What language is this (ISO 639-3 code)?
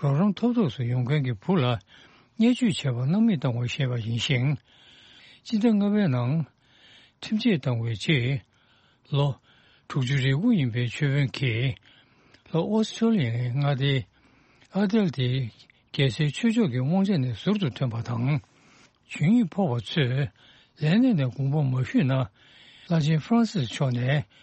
bod